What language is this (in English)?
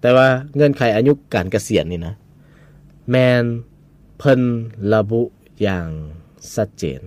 Lao